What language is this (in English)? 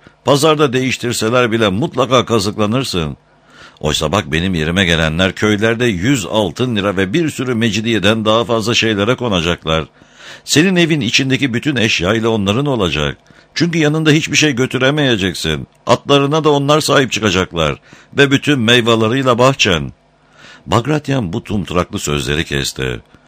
Turkish